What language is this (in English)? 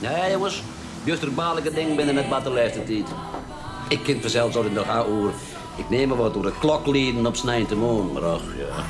Western Frisian